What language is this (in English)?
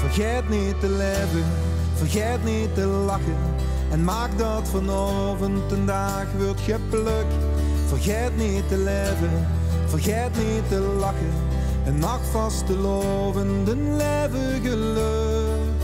Limburgish